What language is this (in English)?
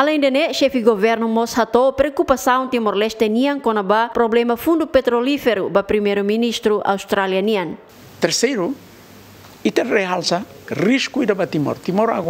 Tetum